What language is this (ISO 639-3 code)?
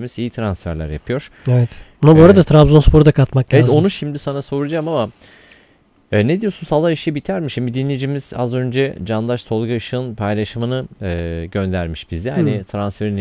tur